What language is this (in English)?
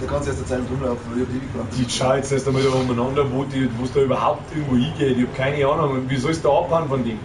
Bavarian